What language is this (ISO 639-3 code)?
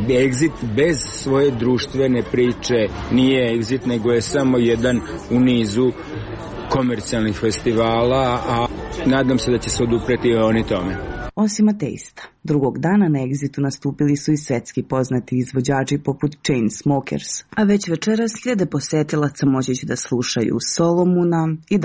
srp